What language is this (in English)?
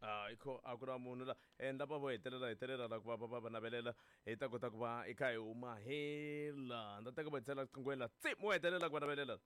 Tsonga